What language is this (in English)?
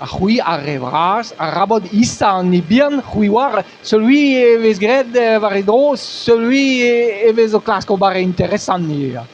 Breton